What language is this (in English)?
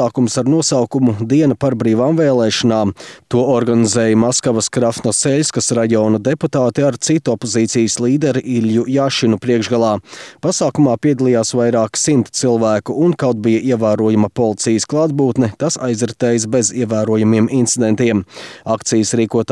Latvian